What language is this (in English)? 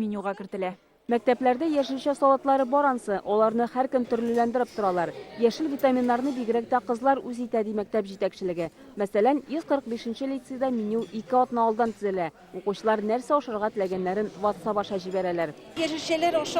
Tatar